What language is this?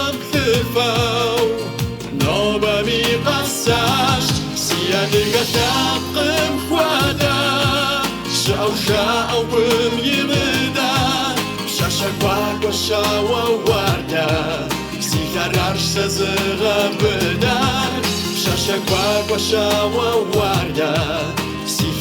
Kabardian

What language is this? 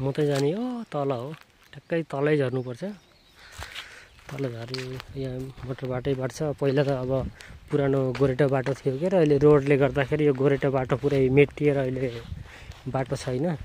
Nepali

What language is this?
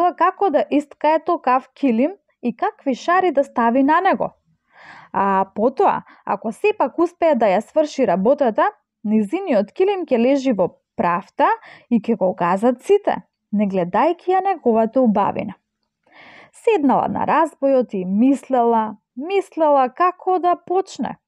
Macedonian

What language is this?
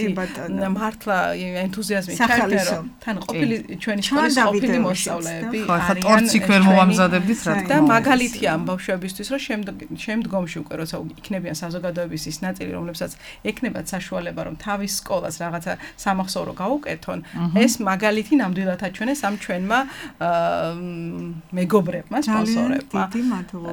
Georgian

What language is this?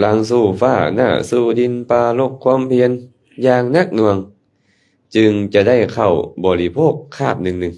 Lao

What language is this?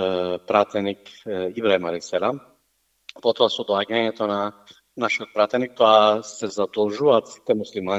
Macedonian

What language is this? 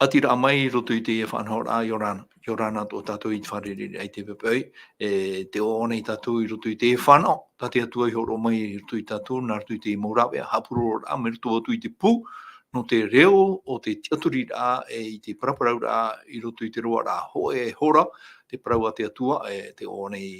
Tahitian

